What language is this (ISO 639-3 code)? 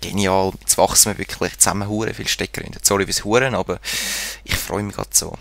gsw